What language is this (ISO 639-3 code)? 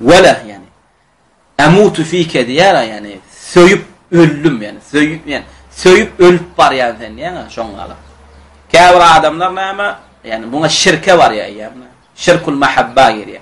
tuk